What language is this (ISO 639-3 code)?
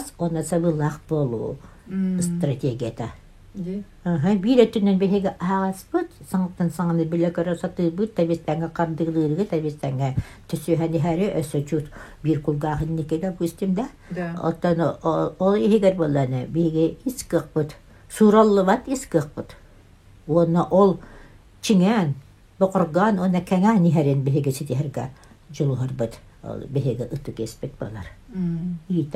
sah